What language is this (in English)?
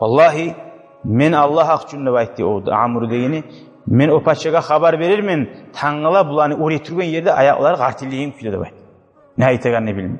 Kumyk